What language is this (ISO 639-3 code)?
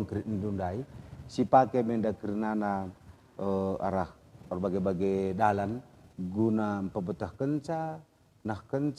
btx